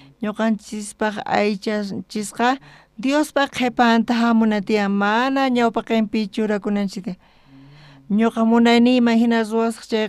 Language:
South Bolivian Quechua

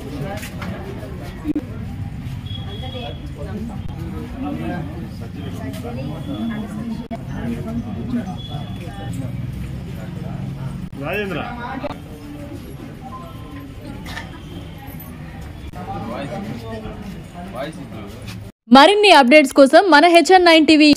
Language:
Telugu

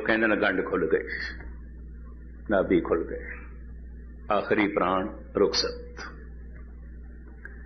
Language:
Punjabi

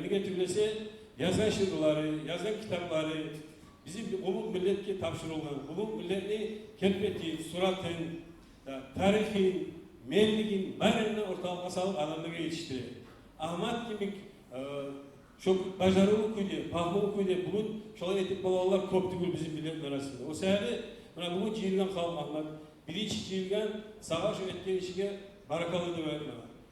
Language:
Kumyk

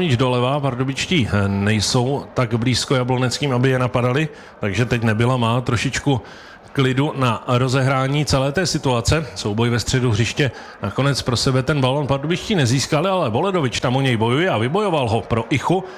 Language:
Czech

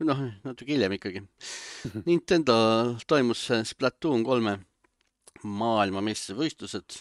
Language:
Estonian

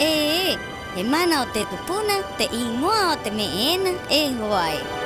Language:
Rapanui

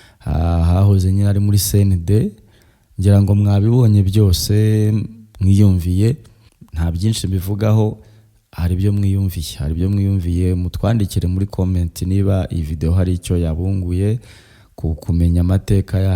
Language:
Kinyarwanda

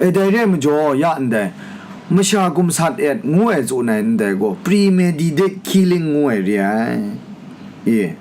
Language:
Kachin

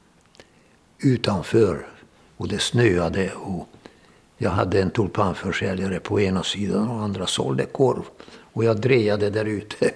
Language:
Swedish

